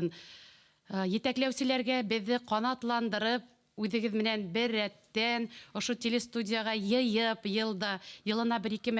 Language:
Bashkir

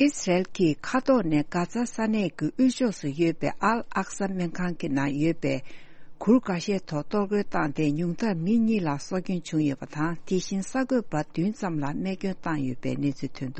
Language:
Tibetan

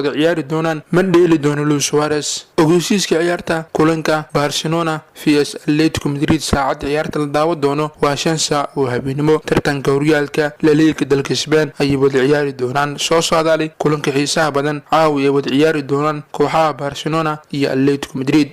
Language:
Somali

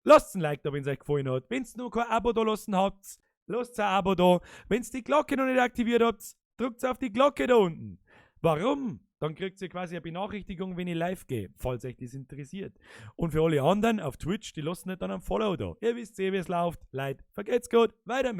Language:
Bavarian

